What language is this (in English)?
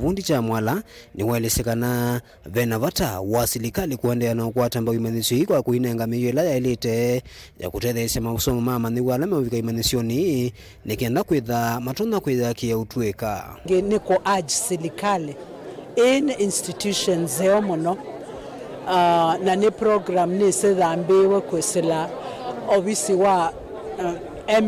Kamba